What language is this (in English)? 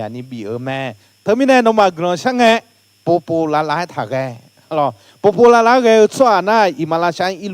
Akha